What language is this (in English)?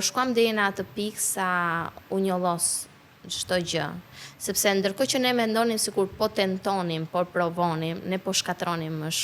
Albanian